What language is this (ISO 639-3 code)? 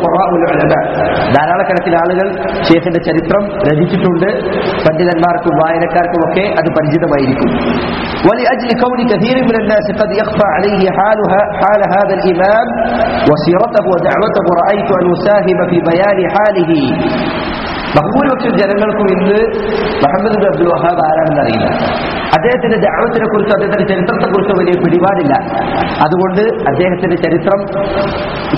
mal